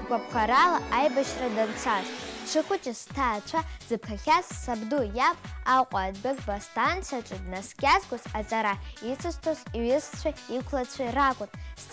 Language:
Abkhazian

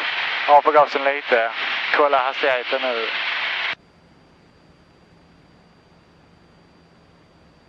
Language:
Swedish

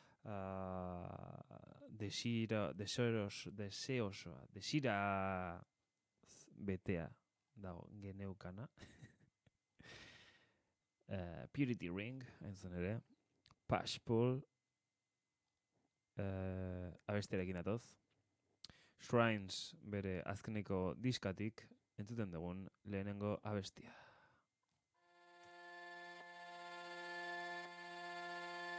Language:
Basque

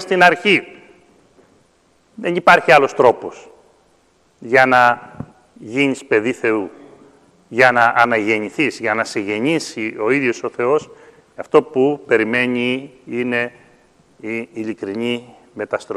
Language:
Greek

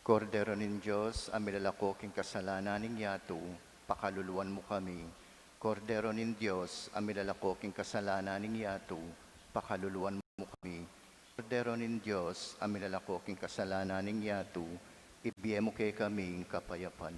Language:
Pampanga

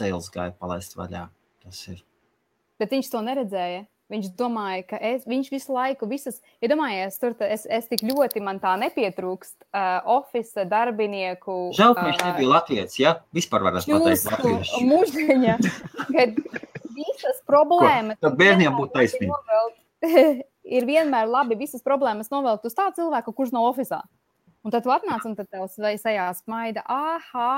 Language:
Latvian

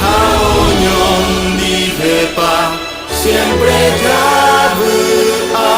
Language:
Guarani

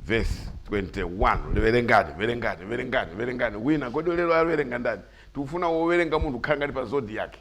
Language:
Nyanja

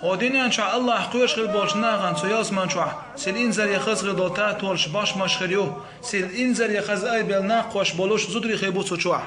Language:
Chechen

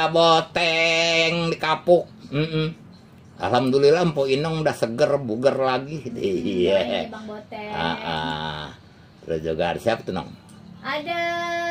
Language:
Betawi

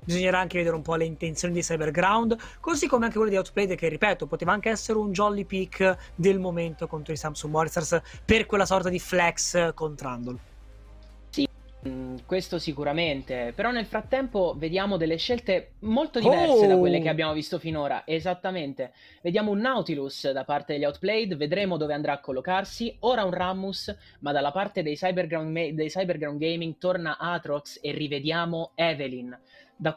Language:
Italian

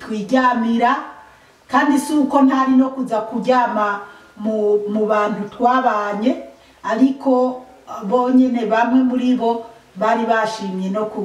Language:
Rundi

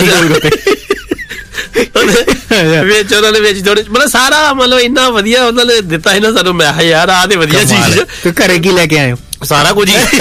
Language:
Punjabi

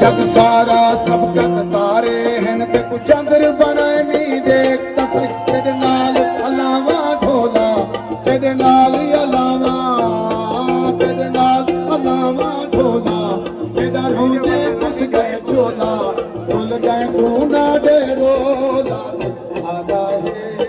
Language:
Saraiki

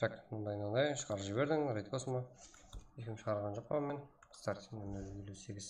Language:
Kara-Kalpak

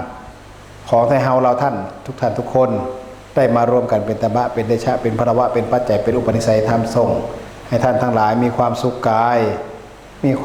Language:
Northeastern Thai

